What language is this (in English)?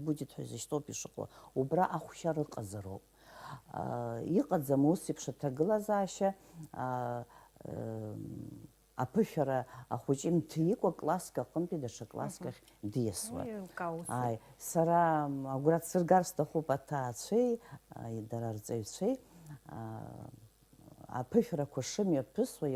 Abkhazian